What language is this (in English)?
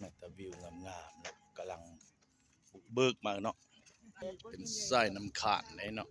Lao